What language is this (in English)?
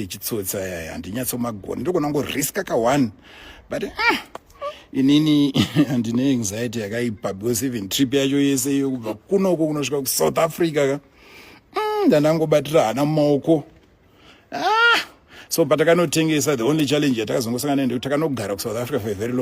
Shona